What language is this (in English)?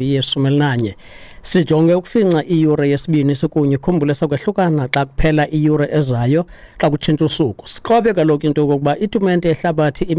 Xhosa